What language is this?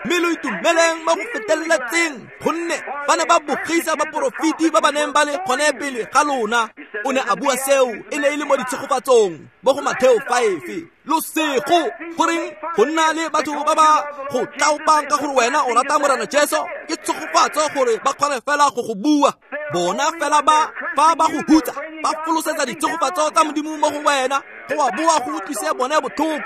Tswana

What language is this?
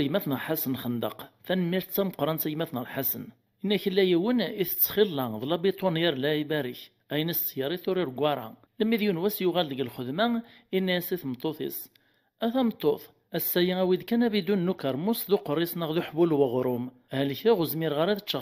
Kabyle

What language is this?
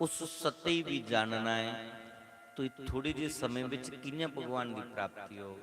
Dogri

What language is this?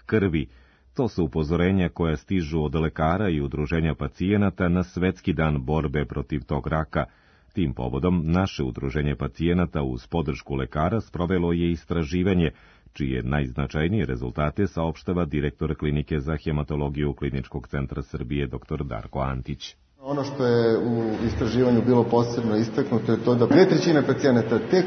Serbian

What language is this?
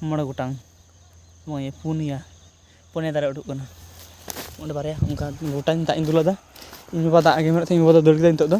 Santali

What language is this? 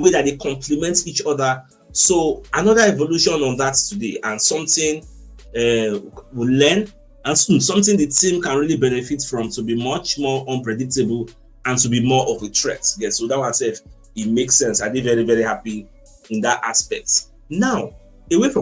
Nigerian Pidgin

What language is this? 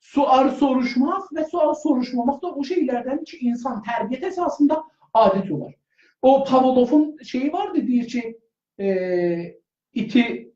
South Azerbaijani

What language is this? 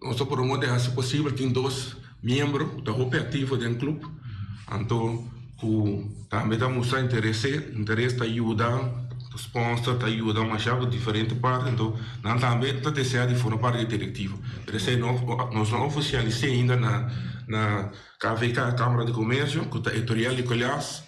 Papiamento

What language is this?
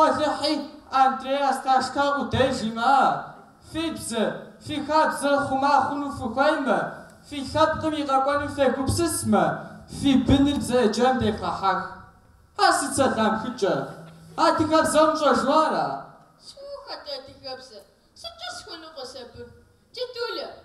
Kabardian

